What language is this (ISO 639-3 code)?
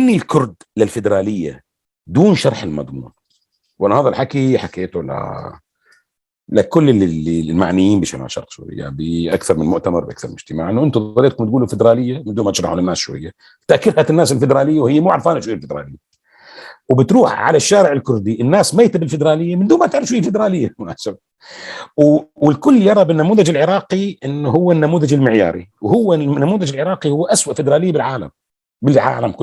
apc